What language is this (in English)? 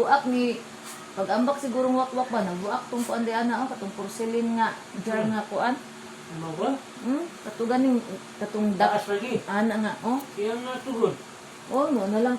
Cebuano